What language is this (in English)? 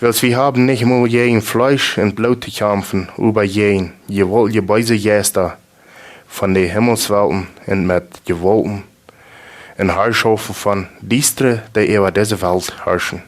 Plautdietsch